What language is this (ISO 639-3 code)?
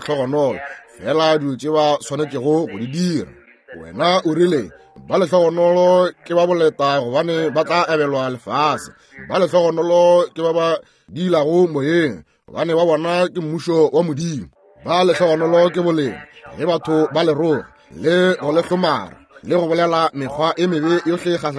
nso